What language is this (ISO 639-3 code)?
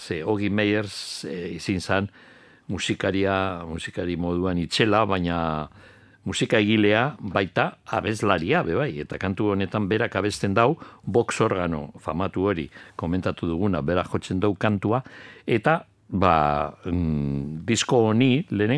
eus